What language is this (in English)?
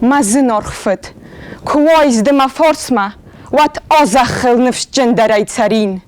Ossetic